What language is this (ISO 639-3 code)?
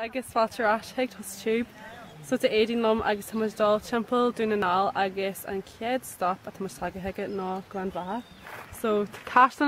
gle